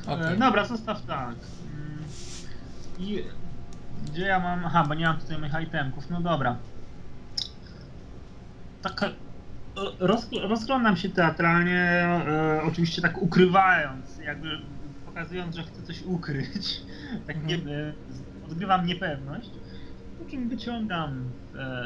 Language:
Polish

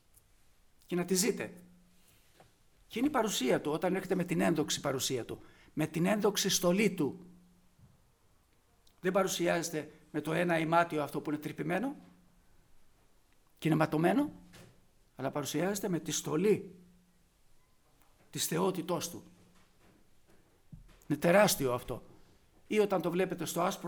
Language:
Greek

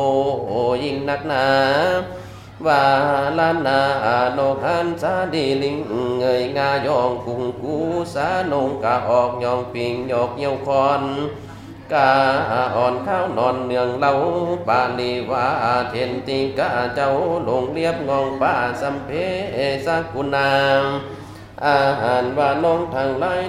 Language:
Thai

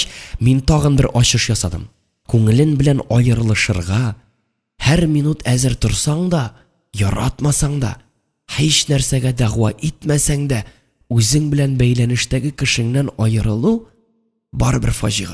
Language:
Tatar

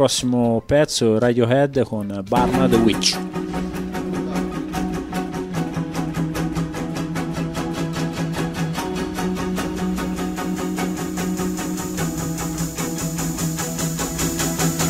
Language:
Italian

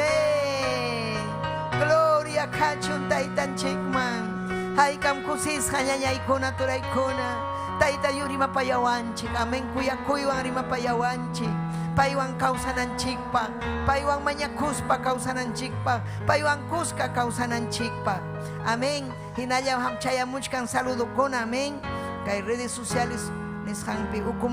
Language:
Ayacucho Quechua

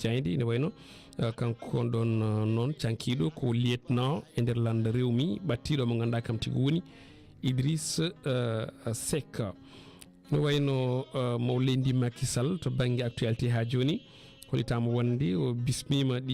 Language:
Fula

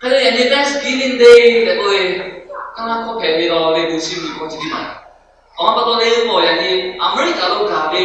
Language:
Lahu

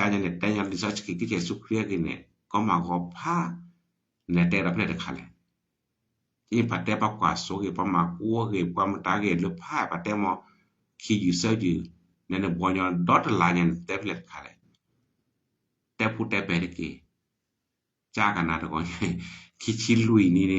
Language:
S'gaw Karen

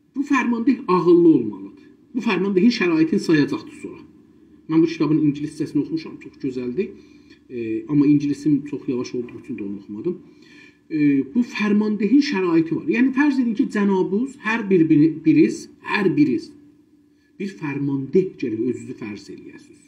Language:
South Azerbaijani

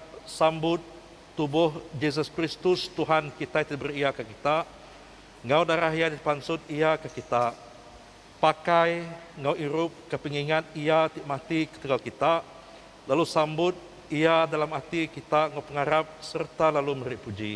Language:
Iban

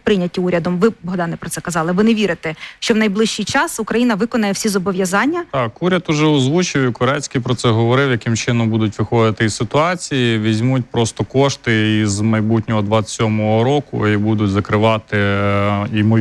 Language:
Ukrainian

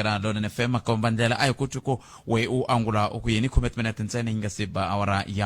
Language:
Tsonga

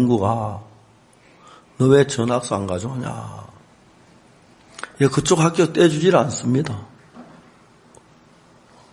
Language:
Korean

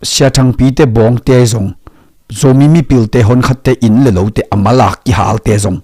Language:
Tedim Chin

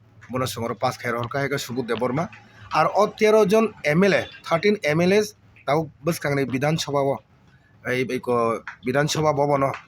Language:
Kok Borok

